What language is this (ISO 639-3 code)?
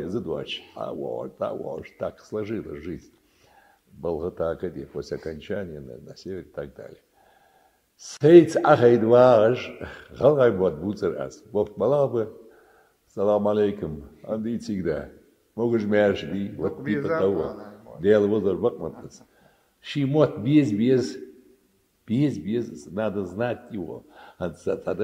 inh